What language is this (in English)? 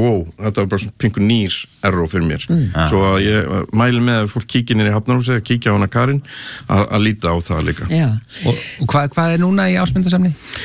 Icelandic